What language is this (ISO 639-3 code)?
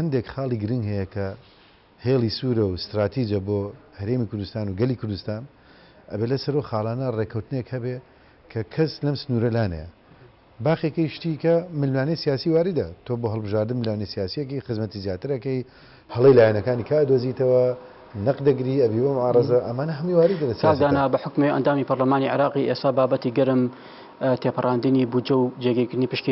ckb